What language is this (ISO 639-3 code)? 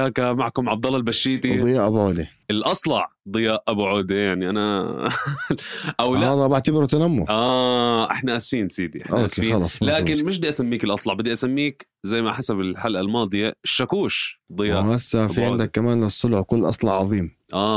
apc